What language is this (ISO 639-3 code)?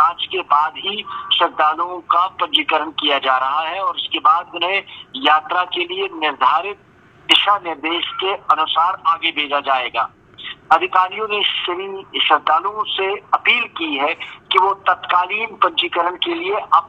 hin